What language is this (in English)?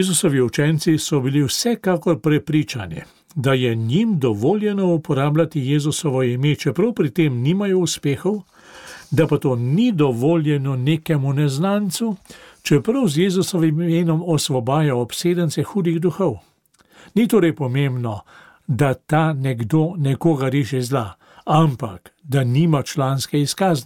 Slovenian